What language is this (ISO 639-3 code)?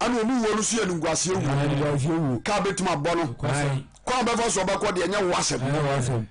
aka